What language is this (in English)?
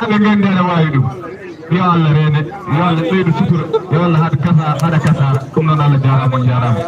Fula